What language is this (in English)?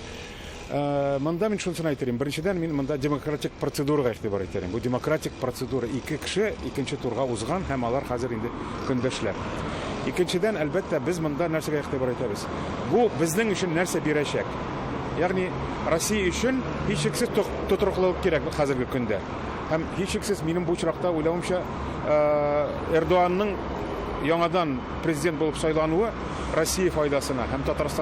Tatar